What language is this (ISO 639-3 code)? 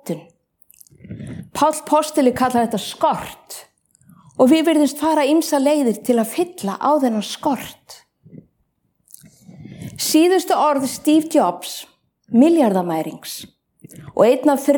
isl